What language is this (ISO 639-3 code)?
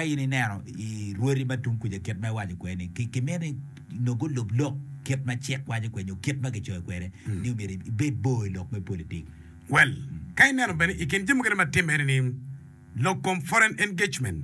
ach